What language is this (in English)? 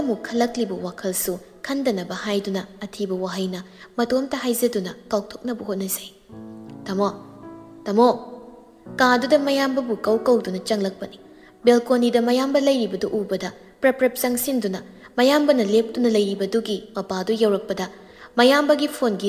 Manipuri